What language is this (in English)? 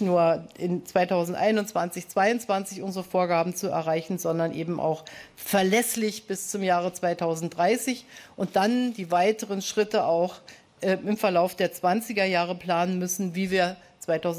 German